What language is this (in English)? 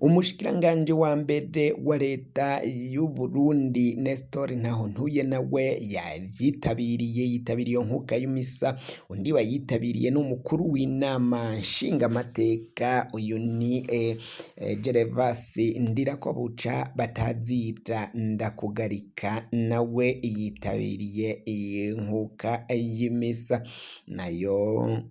Rundi